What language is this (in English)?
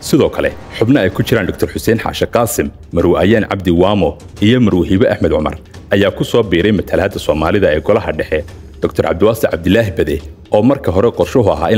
Somali